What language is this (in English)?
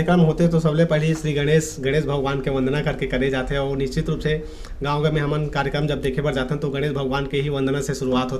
Chhattisgarhi